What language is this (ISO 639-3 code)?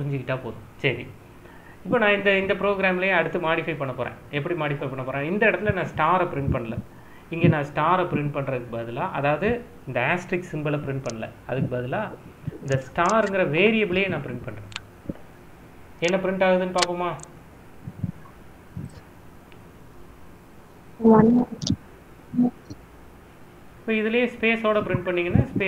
tam